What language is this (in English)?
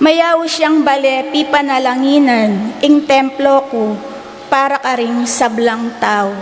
Pampanga